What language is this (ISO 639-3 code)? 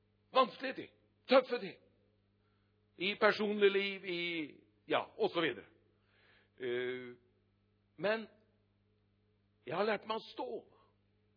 nor